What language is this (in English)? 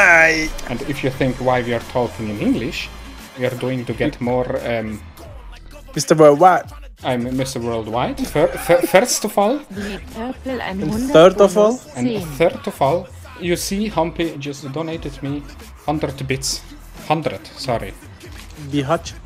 Swiss German